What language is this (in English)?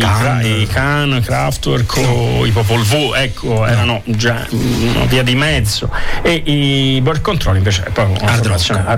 Italian